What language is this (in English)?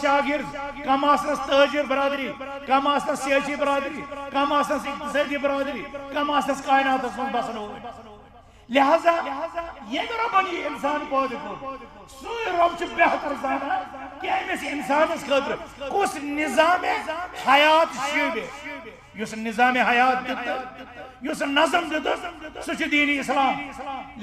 Kashmiri